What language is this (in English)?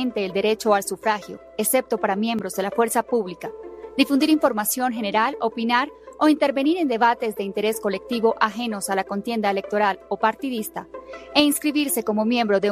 Spanish